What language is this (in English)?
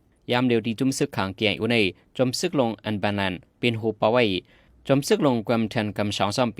Shan